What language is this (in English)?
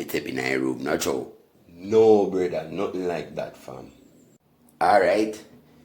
Jamaican Creole English